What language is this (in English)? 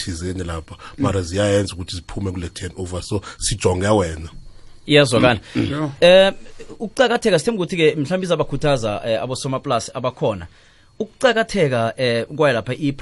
South Ndebele